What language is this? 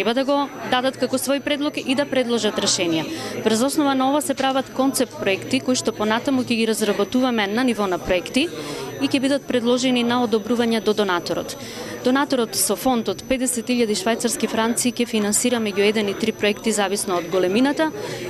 Macedonian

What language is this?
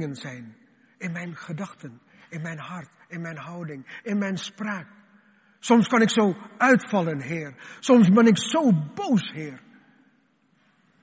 Dutch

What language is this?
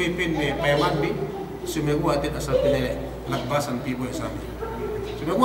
Yakan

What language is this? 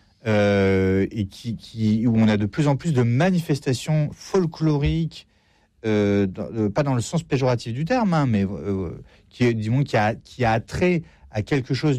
French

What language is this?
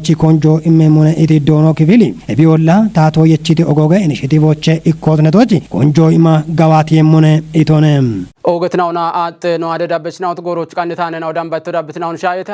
Kafa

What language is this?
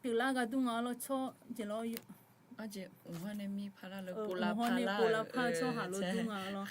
Akha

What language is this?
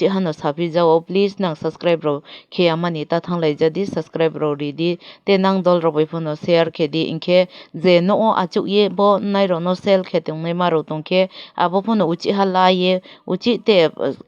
Kok Borok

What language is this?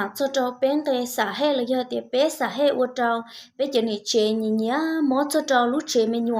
Hmong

